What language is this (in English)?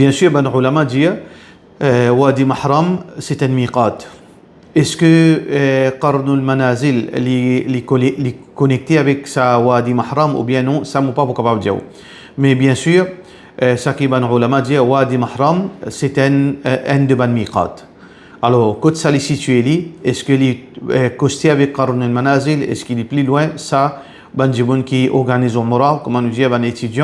Morisyen